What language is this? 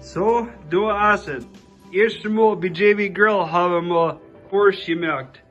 Plautdietsch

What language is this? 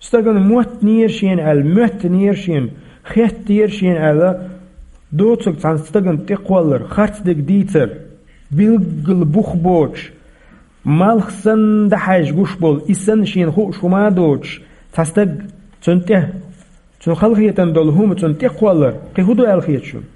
Chechen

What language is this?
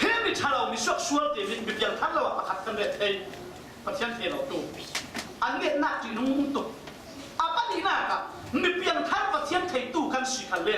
Falam Chin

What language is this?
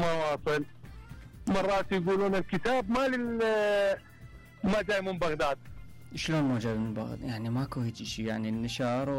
Mesopotamian Arabic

